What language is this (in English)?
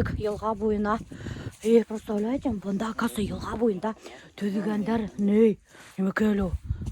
Bashkir